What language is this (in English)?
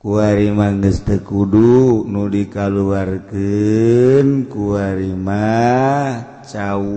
Sundanese